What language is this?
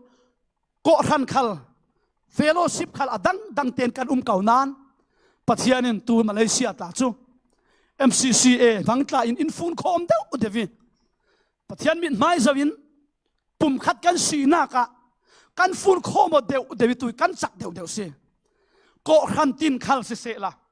Falam Chin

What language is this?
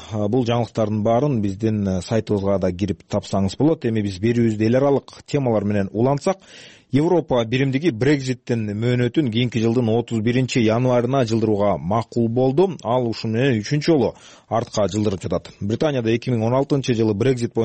Kyrgyz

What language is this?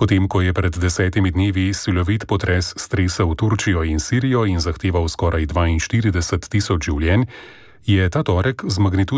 Slovenian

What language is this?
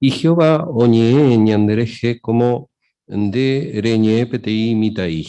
Guarani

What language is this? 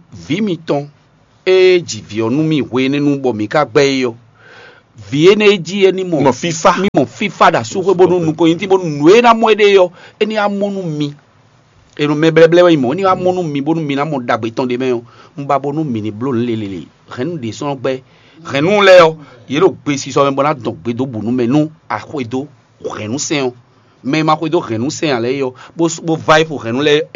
Fon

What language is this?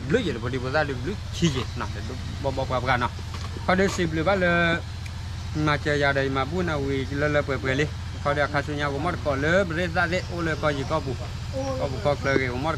S'gaw Karen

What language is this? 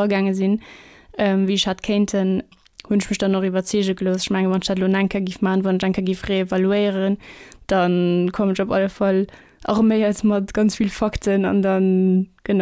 Luxembourgish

